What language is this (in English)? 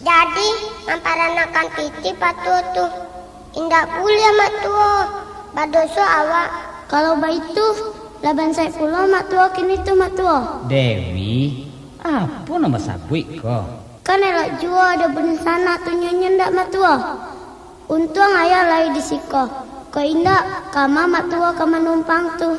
Minangkabau